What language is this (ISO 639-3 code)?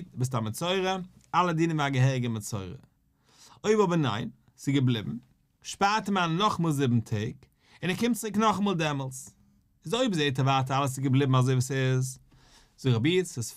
yid